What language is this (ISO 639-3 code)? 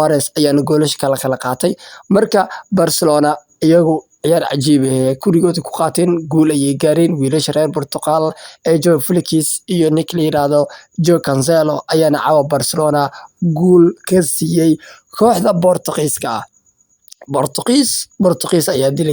som